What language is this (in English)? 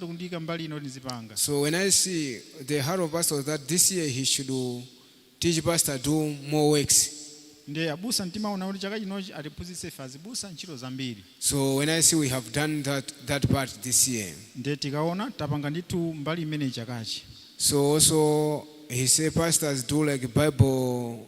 Nyanja